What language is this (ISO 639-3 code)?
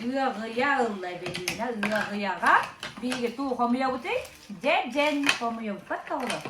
sah